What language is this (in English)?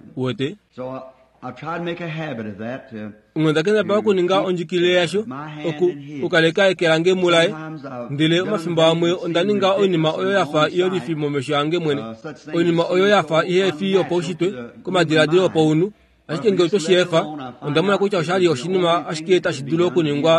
Kuanyama